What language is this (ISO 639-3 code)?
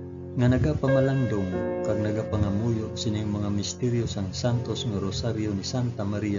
hil